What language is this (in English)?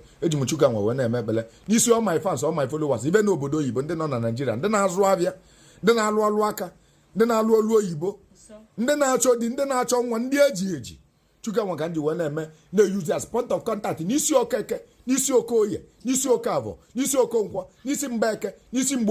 Igbo